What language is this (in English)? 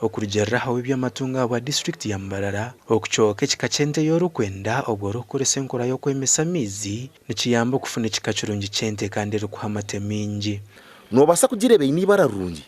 Nyankole